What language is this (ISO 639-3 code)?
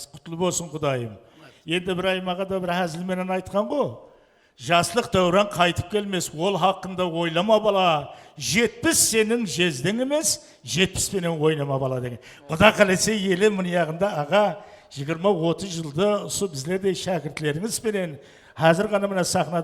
kaa